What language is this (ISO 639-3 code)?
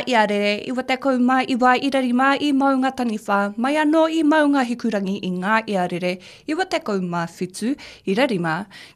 mri